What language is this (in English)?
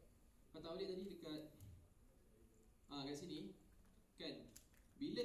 Malay